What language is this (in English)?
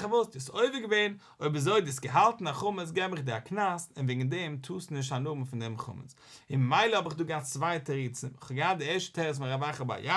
Yiddish